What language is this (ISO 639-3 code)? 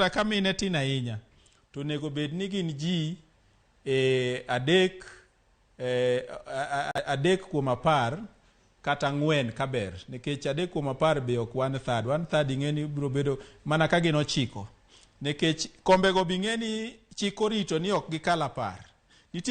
luo